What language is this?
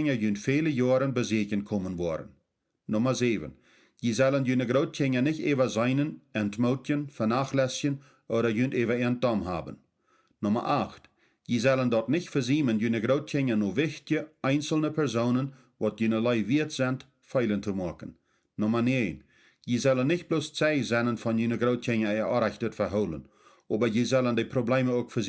Plautdietsch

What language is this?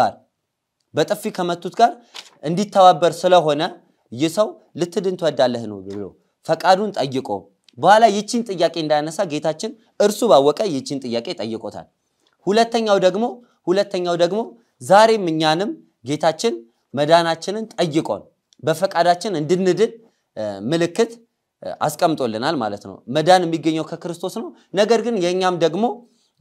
Amharic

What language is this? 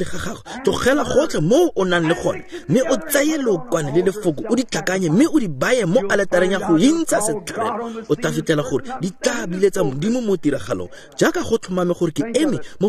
Tswana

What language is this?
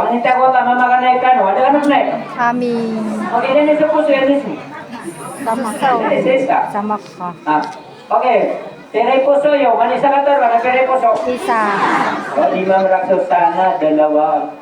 Maranao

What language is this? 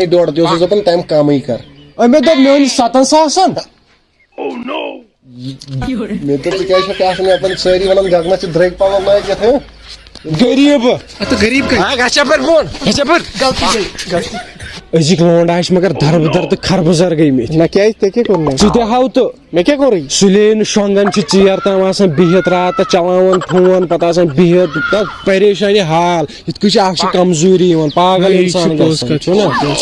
Kashmiri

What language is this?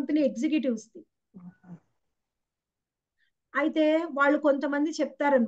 Telugu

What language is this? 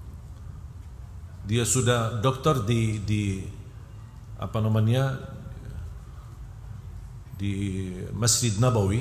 Indonesian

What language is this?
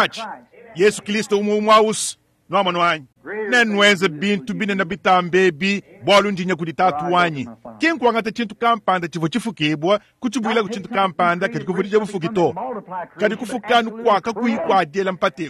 Luba-Lulua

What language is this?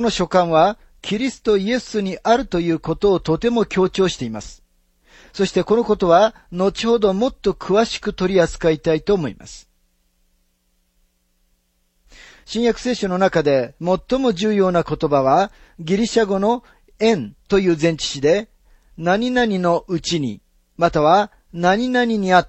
Japanese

